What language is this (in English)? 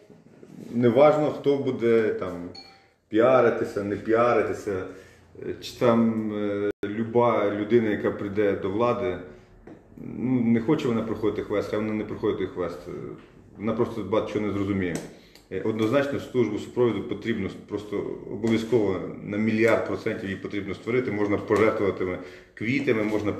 Ukrainian